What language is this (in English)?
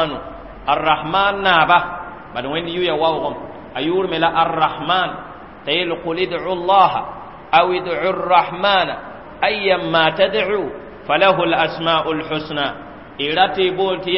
Mossi